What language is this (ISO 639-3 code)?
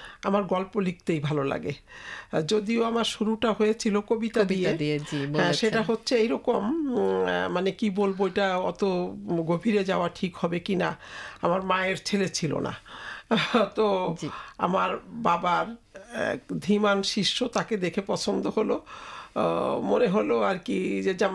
ben